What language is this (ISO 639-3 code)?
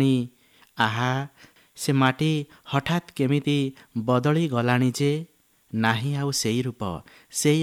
ori